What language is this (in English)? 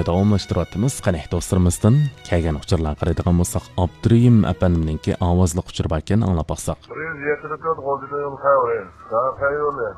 Uyghur